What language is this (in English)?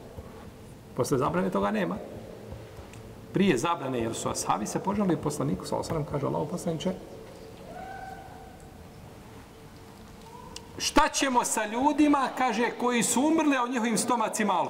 Bosnian